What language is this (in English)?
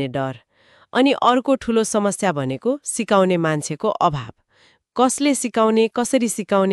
Nepali